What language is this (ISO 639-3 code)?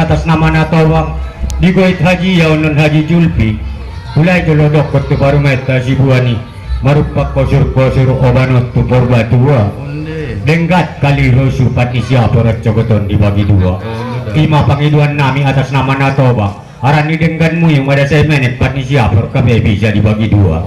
akb